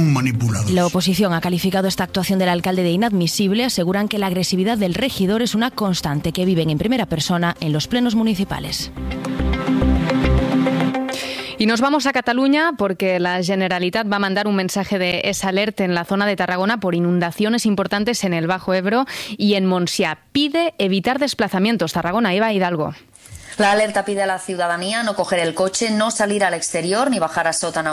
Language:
Spanish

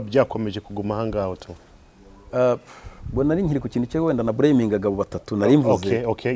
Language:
Kinyarwanda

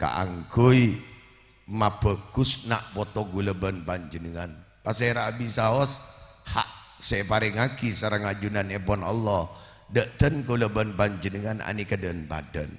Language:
Madurese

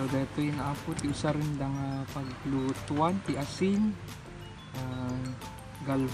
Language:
Iloko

